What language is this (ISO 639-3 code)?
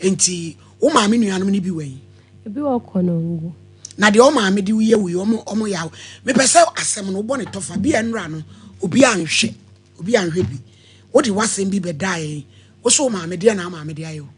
aka